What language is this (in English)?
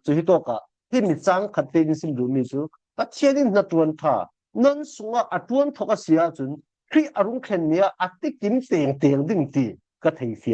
Falam Chin